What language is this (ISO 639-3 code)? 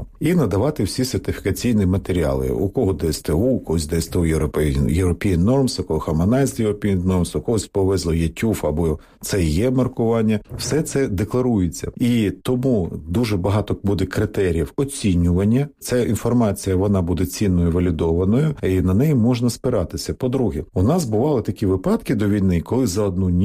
ukr